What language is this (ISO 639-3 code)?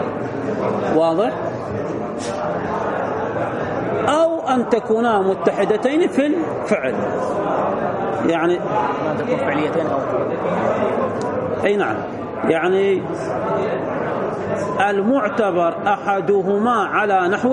ara